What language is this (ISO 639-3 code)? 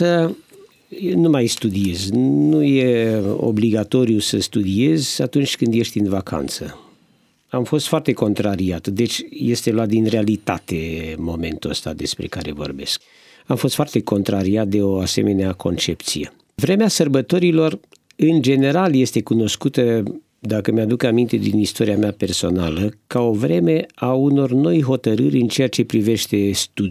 ron